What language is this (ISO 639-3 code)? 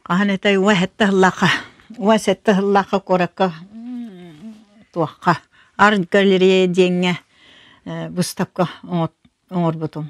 sah